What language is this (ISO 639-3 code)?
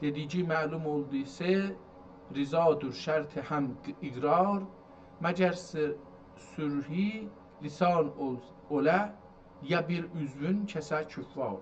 azb